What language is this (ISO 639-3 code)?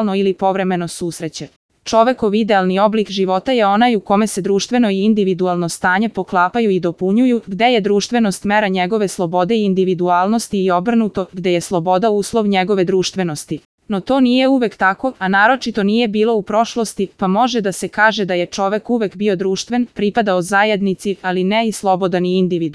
srp